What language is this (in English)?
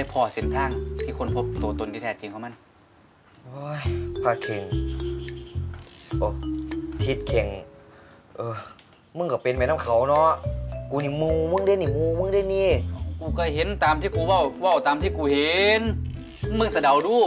Thai